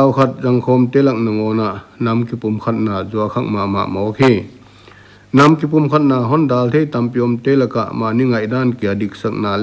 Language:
Paite Chin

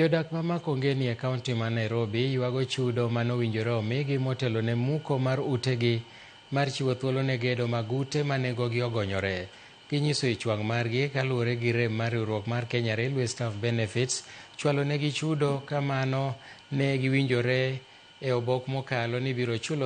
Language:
Luo (Kenya and Tanzania)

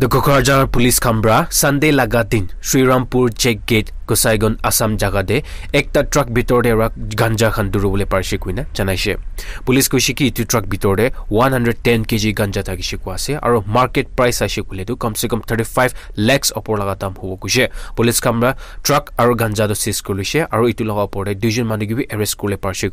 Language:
Naga Pidgin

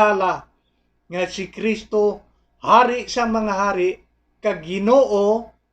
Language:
Hiligaynon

